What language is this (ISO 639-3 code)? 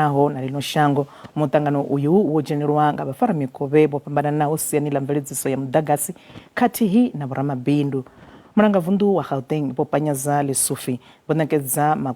ven